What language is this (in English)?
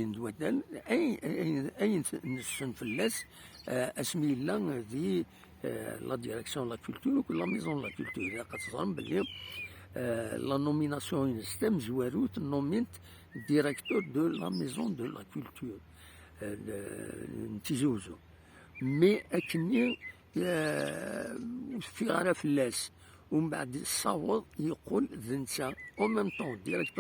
Kabyle